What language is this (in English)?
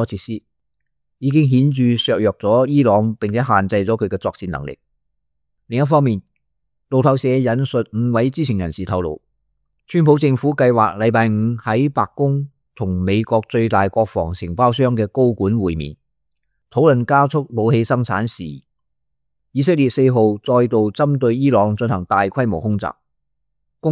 Cantonese